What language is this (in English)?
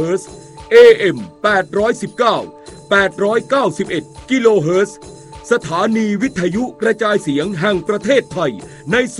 Thai